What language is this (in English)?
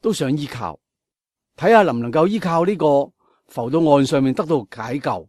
Cantonese